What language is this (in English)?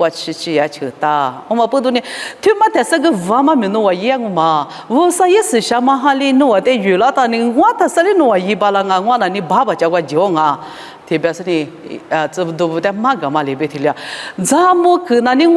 Lisu